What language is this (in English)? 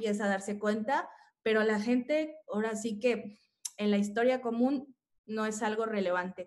Spanish